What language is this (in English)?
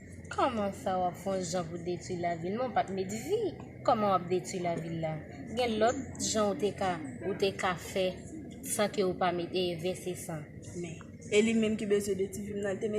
Haitian Creole